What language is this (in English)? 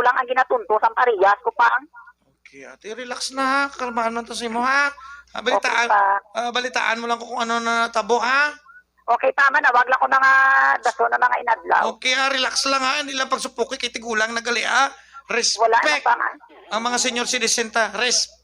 Hiligaynon